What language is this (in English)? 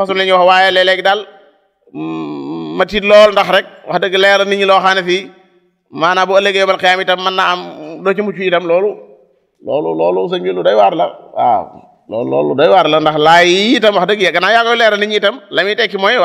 Wolof